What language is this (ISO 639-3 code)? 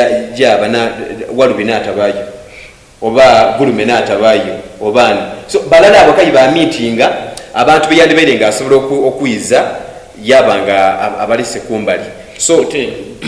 xog